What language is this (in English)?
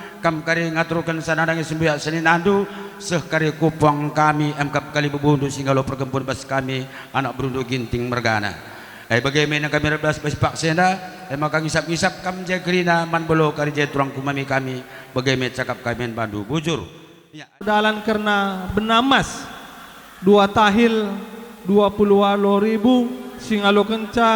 Batak Karo